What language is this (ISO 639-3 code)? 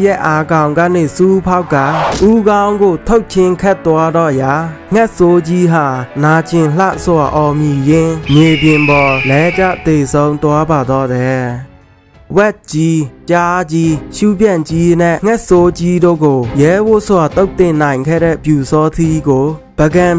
mya